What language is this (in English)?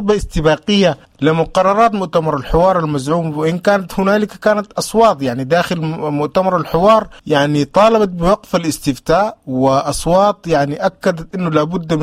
Sudanese Arabic